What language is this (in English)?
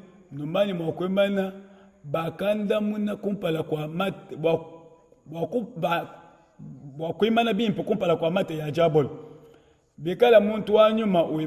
Luba-Lulua